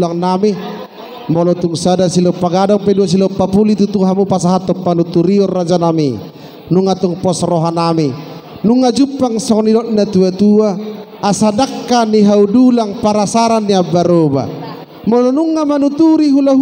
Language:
Batak Toba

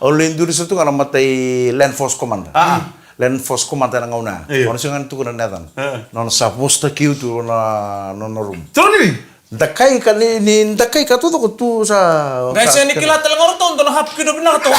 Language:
Fijian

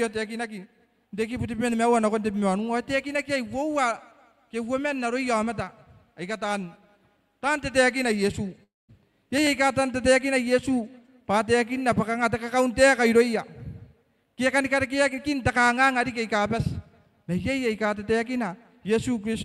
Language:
Gilbertese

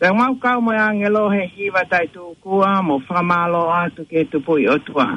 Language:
Tongan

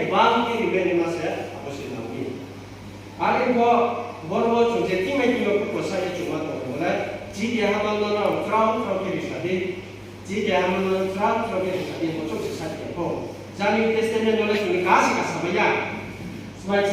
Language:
Riang (India)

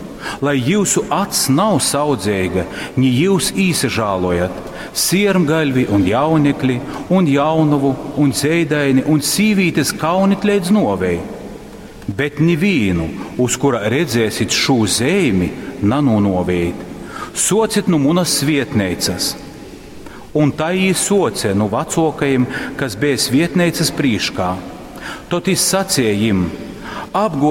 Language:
Latgalian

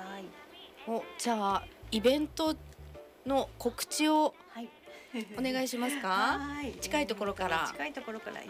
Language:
Japanese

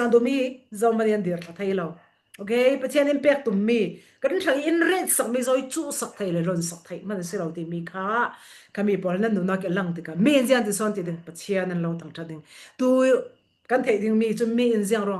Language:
Falam Chin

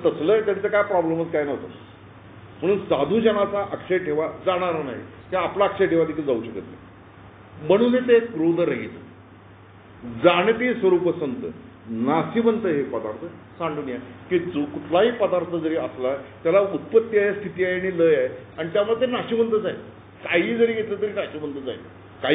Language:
Marathi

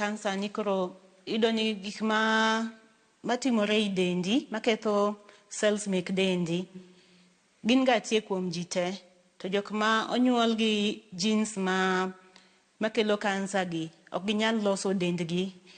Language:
Luo (Kenya and Tanzania)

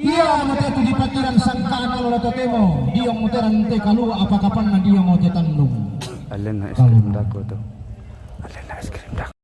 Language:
Toraja-Sa'dan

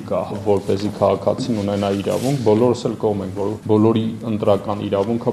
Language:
Armenian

